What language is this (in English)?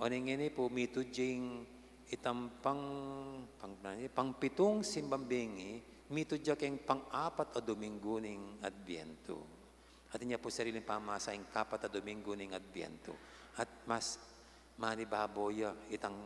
Pampanga